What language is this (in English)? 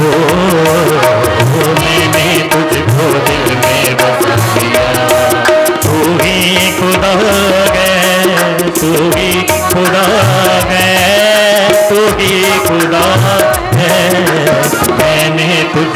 Hindi